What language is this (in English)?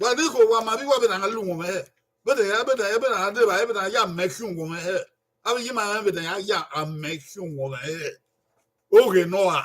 Bini